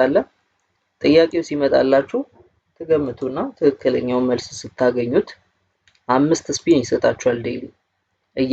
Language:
Amharic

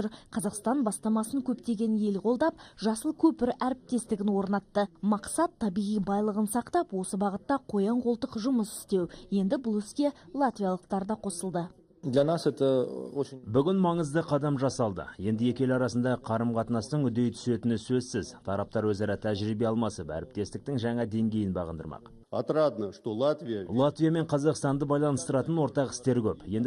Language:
Kazakh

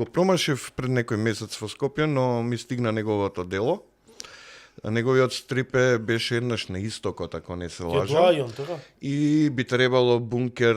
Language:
Macedonian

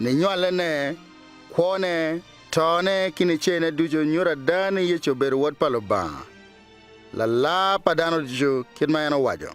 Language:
Acoli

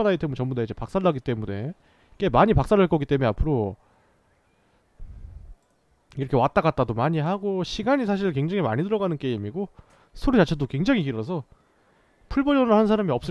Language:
Korean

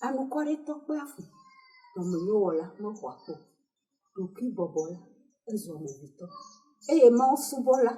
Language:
Ewe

